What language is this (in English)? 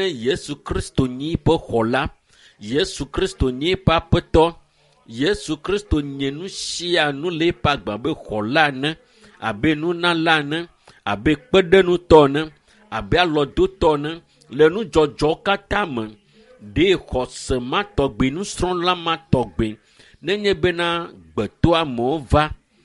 Ewe